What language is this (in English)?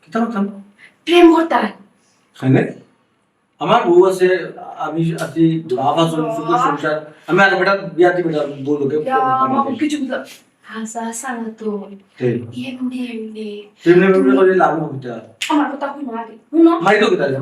Sylheti